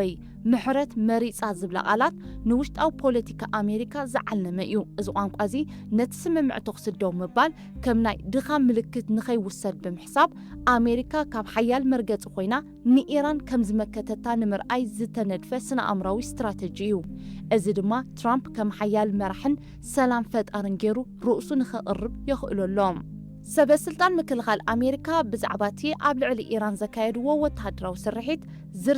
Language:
Tigrinya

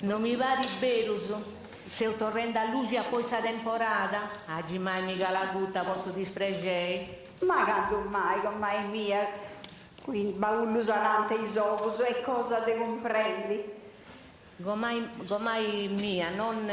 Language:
Sardinian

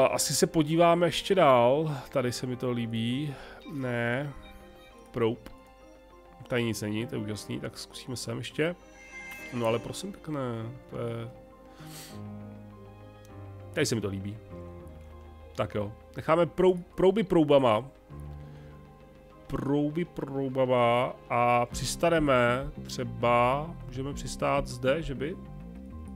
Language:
Czech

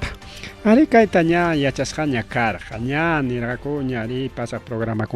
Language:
Ayacucho Quechua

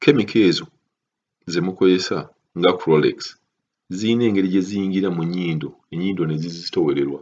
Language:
Ganda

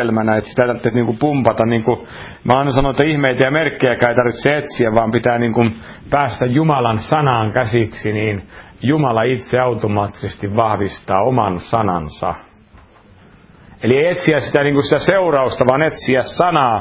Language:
Finnish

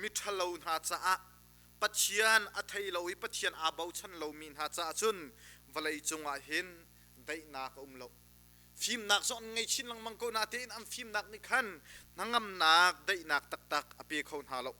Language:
Hakha Chin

